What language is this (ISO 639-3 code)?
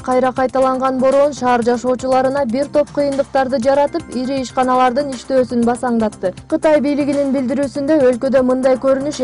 kir